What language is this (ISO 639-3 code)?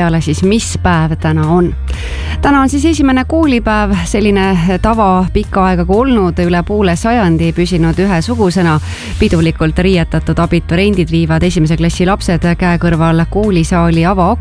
est